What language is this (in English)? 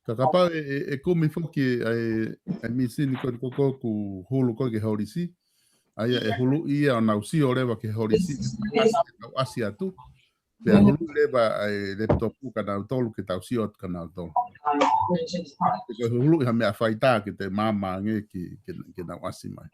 Tongan